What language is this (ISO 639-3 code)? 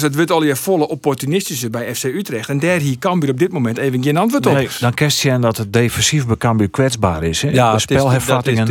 fry